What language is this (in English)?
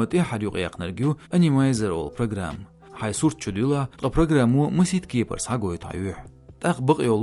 Chechen